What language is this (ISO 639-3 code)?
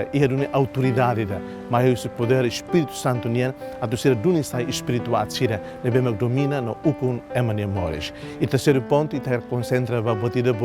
tet